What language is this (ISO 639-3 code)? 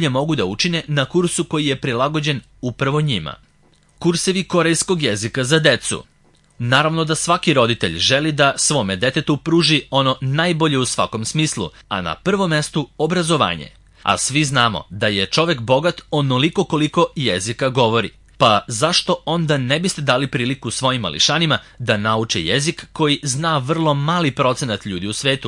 srp